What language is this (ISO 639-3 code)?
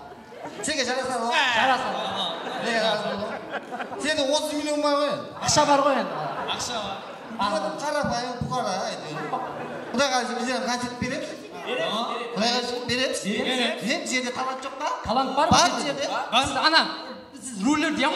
kaa